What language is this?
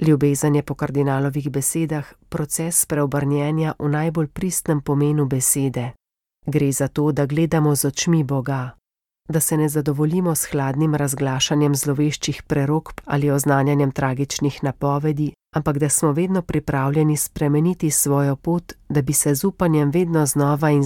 Slovenian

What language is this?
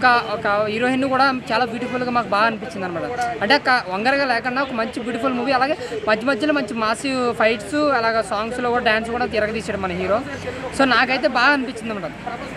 Telugu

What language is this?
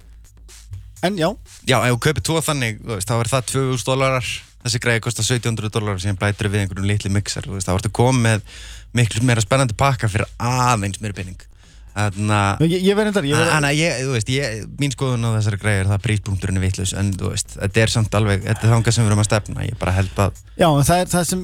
Icelandic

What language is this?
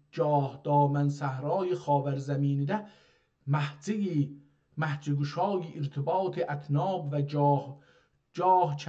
South Azerbaijani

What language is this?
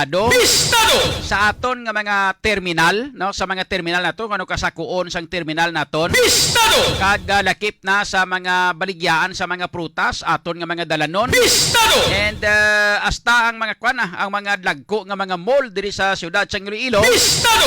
Hiligaynon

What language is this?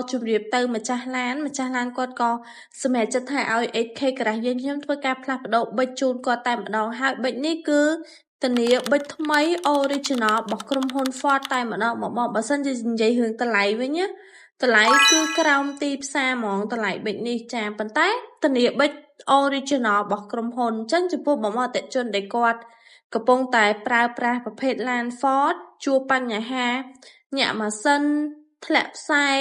Khmer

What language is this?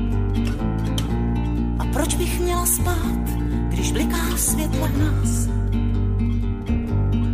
Czech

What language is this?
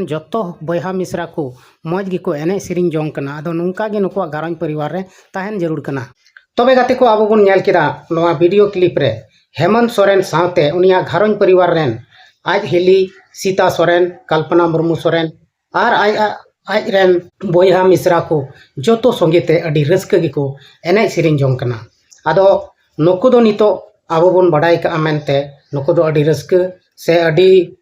Santali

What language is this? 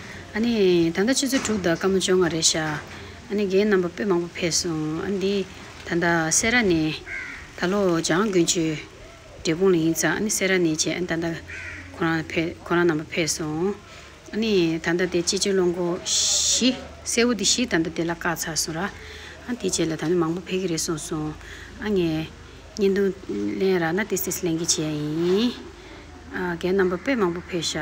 Tibetan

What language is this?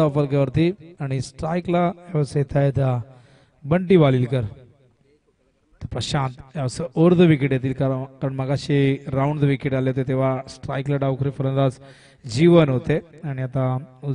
Marathi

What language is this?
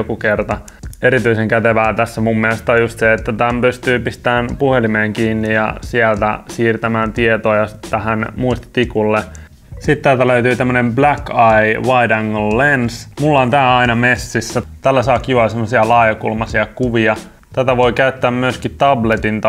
Finnish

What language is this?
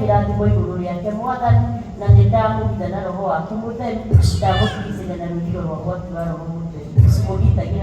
Kikuyu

